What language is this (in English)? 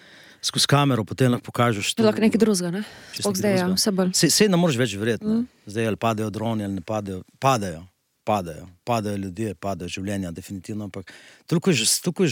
Slovenian